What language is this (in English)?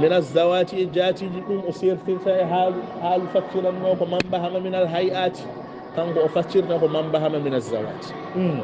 Fula